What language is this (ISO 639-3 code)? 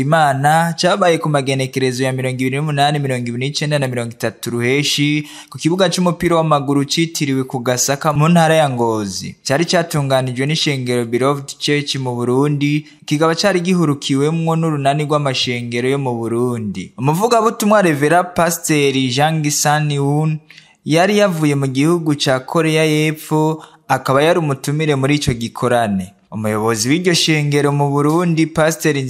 run